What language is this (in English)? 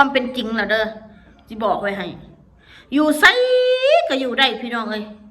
Northeastern Thai